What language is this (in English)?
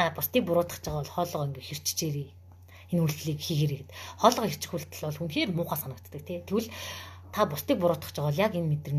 Mongolian